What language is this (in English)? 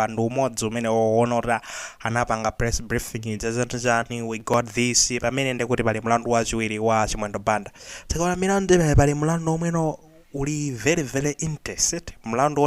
Nyanja